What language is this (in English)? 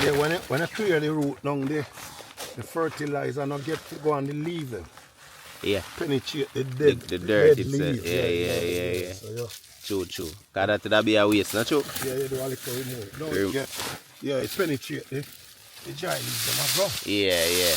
Jamaican Creole English